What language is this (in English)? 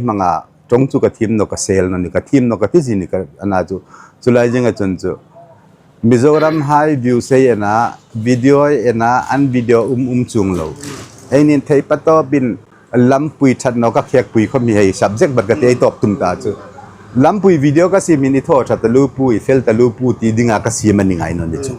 Hmar